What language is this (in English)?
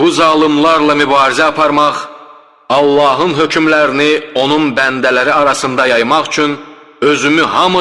Azerbaijani